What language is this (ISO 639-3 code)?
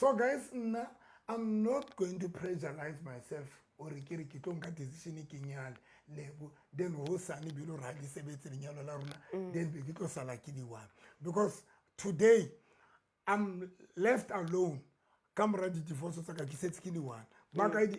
sot